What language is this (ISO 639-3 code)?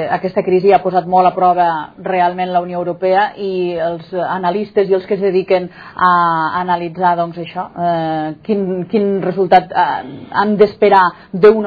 cat